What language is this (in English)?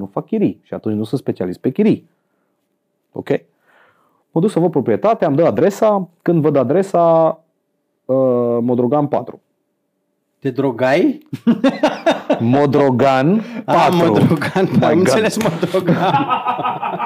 Romanian